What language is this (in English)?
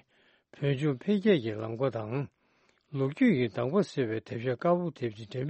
Tibetan